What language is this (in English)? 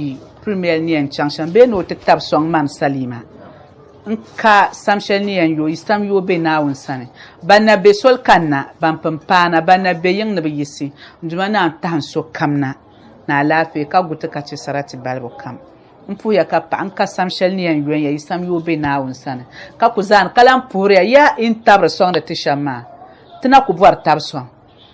Dagbani